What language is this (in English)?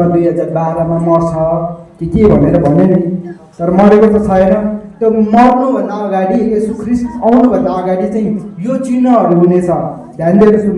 Nepali